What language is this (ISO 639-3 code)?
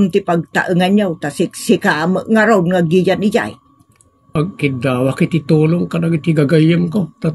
ilo